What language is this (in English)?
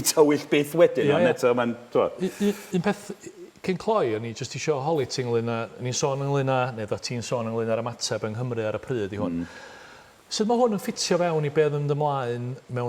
Welsh